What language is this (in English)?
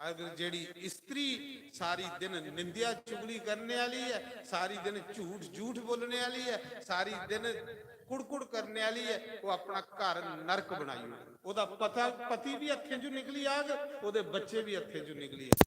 Dogri